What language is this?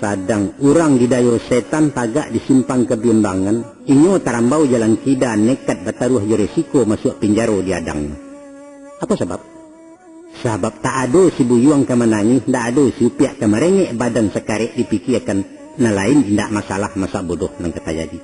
Minangkabau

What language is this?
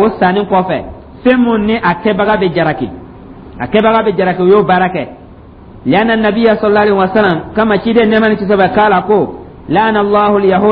Dyula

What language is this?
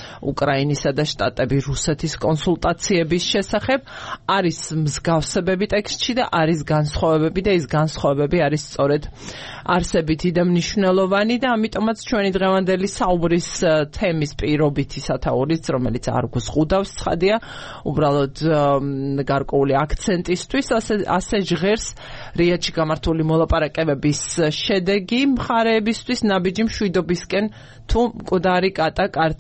Georgian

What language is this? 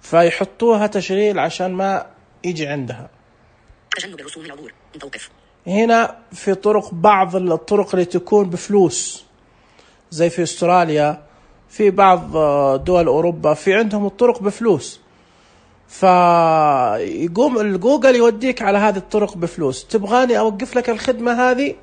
Najdi Arabic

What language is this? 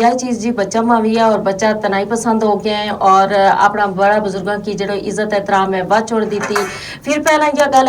Gujari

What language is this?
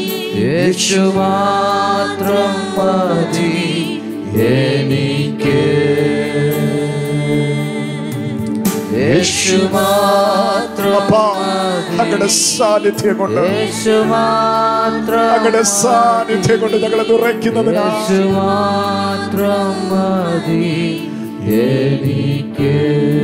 Malayalam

